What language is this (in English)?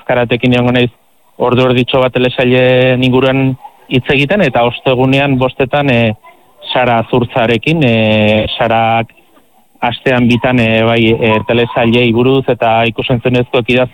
Basque